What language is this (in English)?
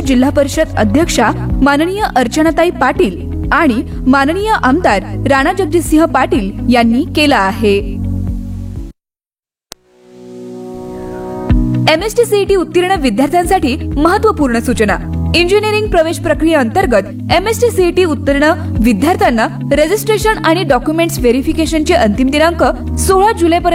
Marathi